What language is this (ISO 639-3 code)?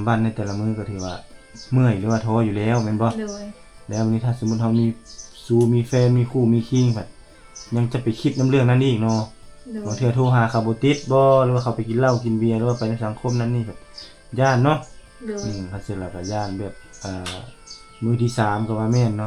lao